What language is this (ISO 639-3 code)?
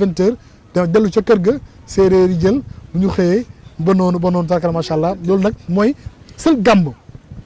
wol